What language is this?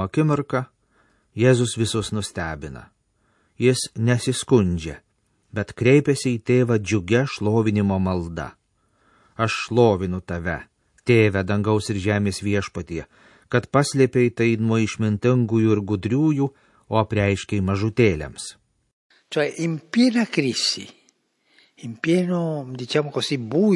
Lithuanian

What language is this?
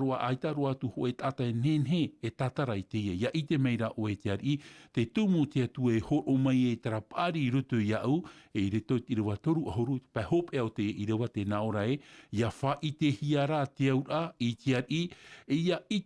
Tahitian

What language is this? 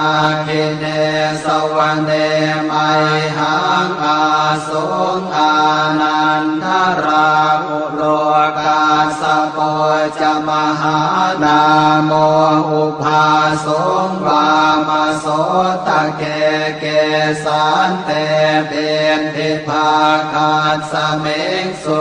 Pali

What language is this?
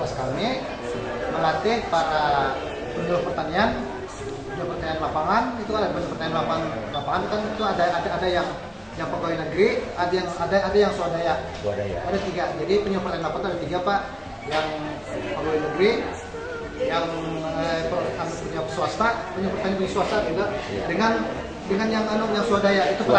Banjar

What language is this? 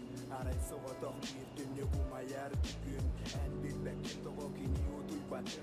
Yakut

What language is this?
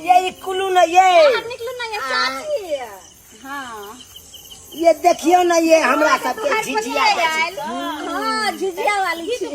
Maithili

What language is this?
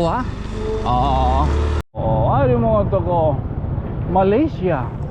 Waray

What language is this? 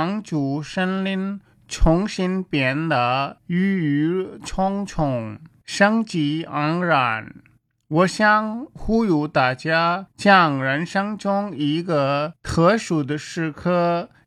Chinese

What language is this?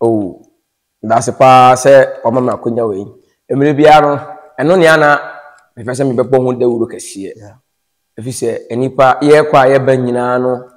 Akan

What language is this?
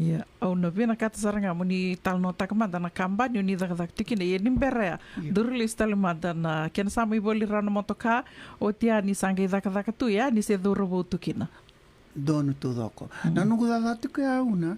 Fijian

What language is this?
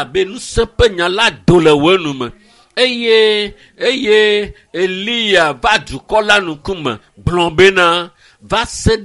Ewe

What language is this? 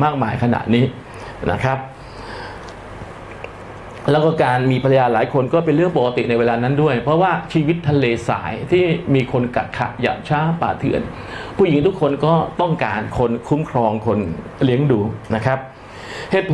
Thai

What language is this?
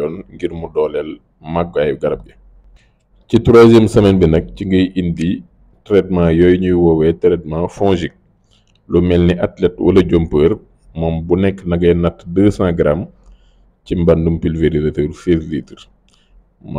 Wolof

